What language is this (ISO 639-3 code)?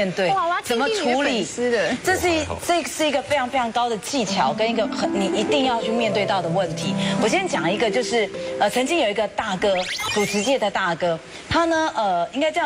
zho